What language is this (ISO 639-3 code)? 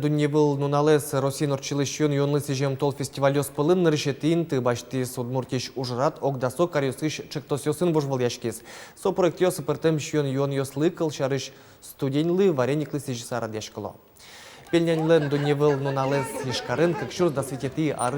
udm